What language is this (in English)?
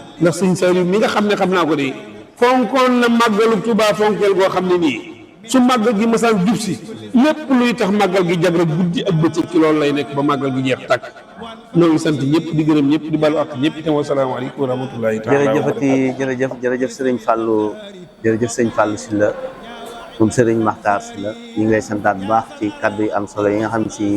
Wolof